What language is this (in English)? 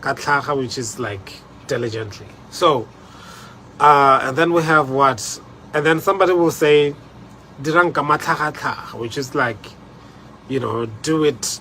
Tswana